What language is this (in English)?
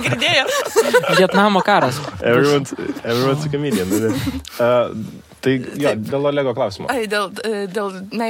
Lithuanian